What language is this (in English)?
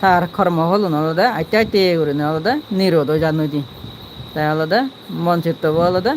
Chakma